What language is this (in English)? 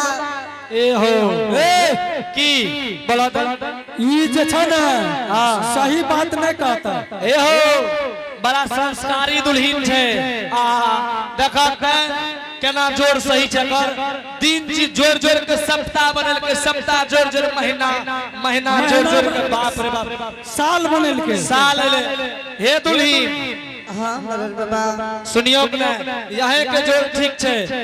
Angika